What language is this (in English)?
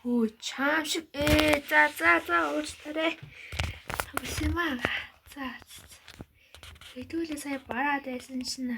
Mongolian